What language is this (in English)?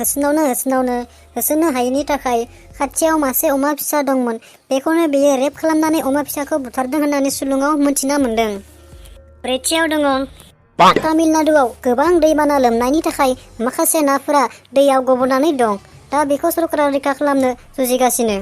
Bodo